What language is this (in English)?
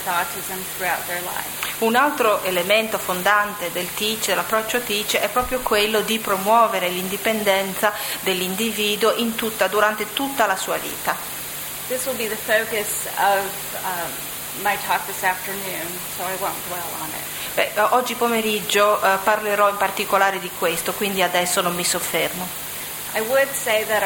Italian